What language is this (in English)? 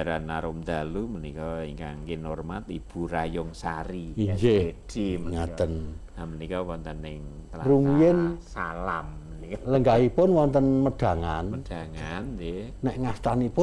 Javanese